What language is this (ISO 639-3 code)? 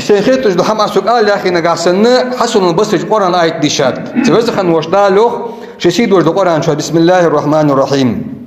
inh